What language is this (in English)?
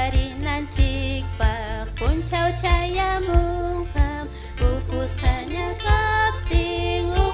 Ayacucho Quechua